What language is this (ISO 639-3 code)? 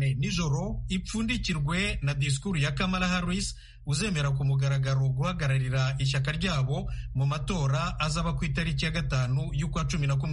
kin